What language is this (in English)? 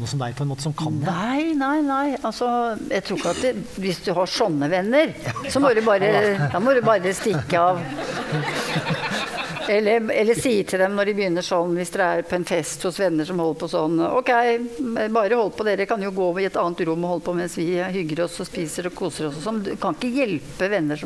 Norwegian